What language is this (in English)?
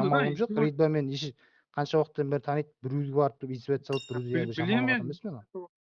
Kara-Kalpak